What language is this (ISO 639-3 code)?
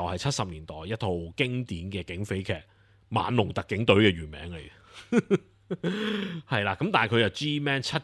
yue